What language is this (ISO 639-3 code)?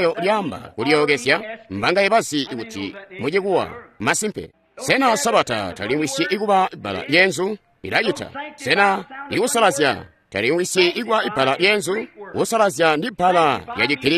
toi